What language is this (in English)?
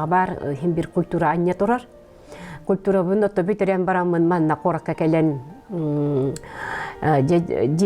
Yakut